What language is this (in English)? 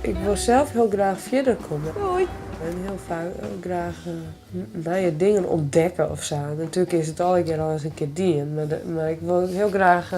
Western Frisian